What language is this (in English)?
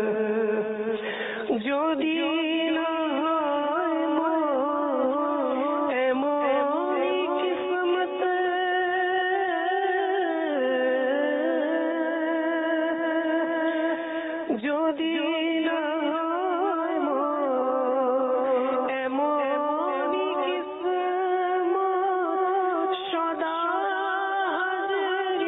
Bangla